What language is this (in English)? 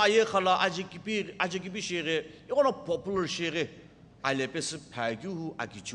Sumi Naga